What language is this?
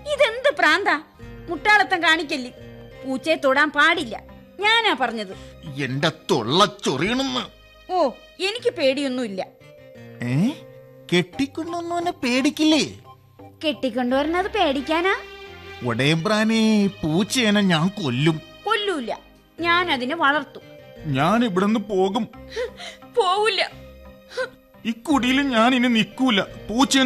Malayalam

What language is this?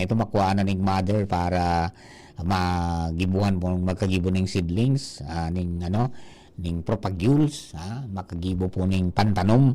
Bikol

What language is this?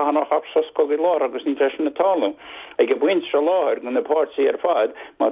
Irish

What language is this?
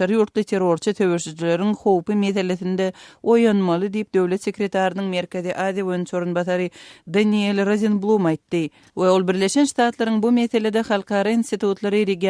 Turkmen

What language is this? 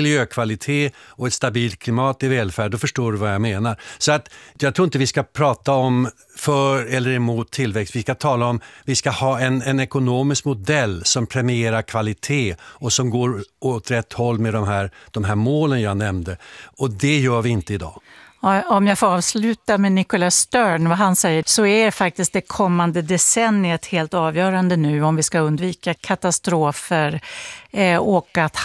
Swedish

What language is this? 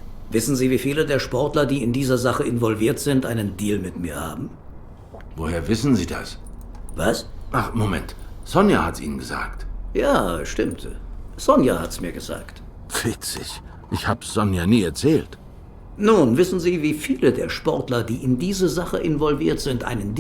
Swiss German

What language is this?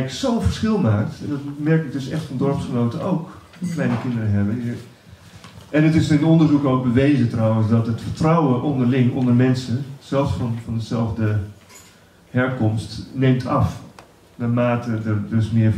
Dutch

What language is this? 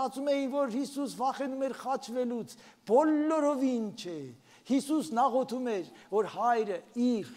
Armenian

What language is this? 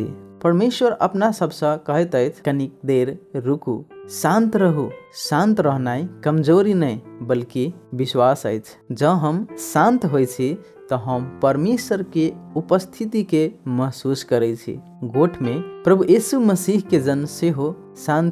Maithili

